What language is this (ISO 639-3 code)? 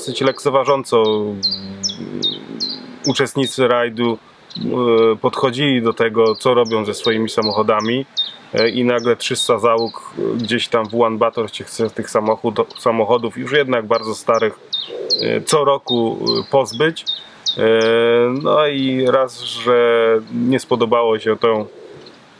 pol